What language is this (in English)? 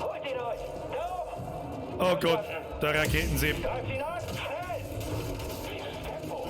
Bavarian